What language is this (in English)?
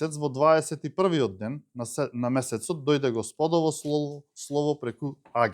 Macedonian